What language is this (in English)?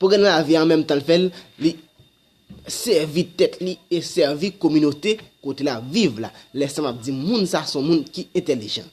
Haitian Creole